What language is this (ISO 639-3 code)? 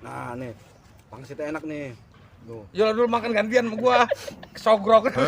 bew